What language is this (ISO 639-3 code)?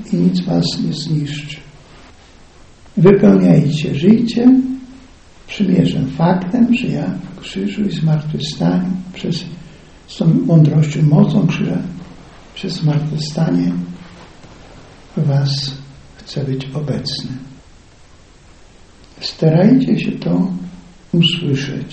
pol